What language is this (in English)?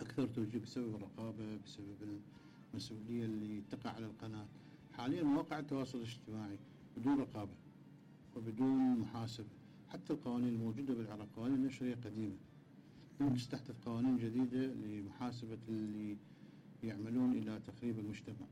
Mesopotamian Arabic